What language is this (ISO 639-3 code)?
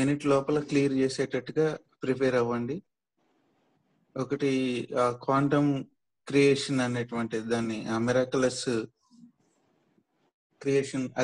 tel